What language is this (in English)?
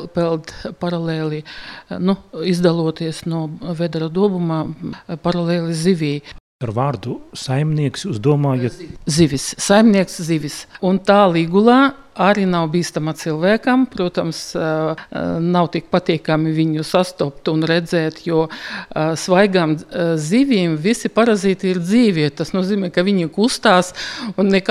Latvian